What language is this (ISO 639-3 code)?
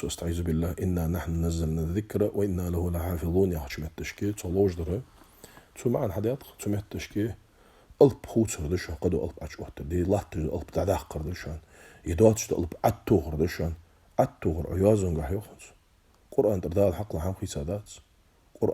inh